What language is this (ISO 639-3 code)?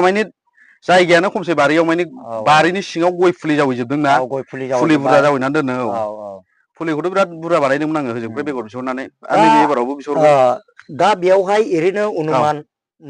brx